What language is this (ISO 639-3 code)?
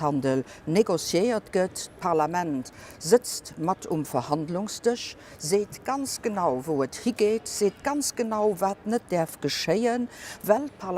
ltz